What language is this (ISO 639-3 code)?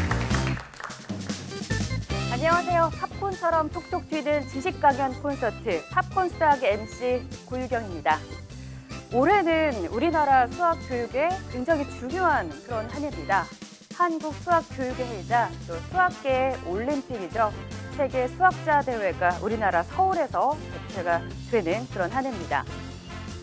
kor